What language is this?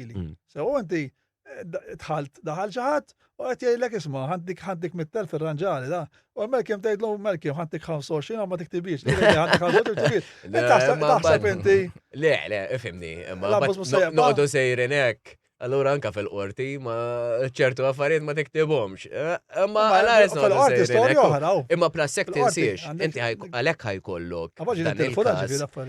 Maltese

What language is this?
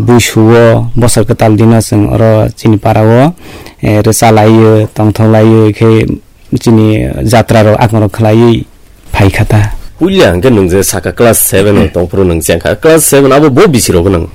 Kok Borok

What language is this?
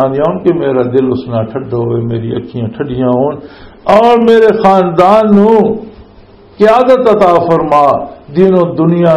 Western Panjabi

